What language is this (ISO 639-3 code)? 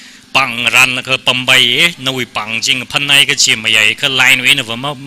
nmf